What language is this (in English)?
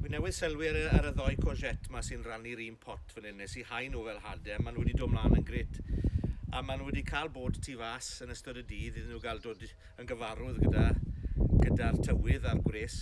Welsh